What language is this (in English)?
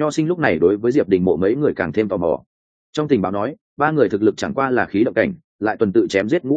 Vietnamese